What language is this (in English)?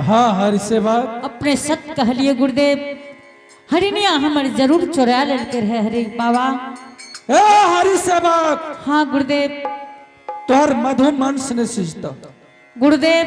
Angika